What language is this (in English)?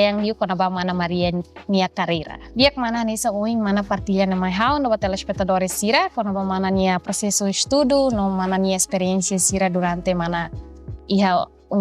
Tetum